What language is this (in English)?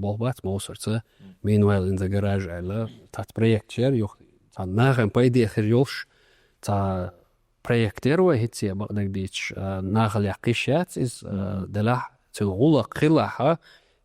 Chechen